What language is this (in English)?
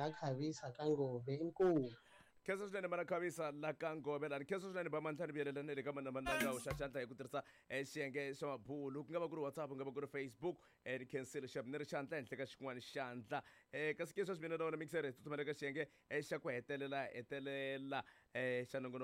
Tsonga